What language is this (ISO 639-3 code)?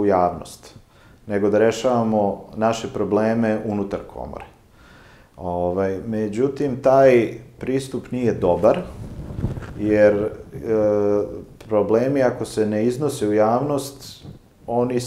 srp